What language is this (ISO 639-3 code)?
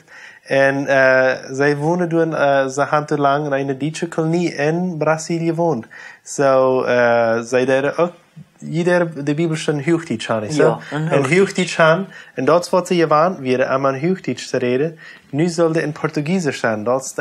pdt